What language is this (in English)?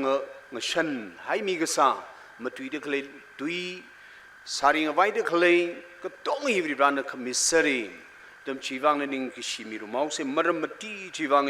Tangkhul Naga (India)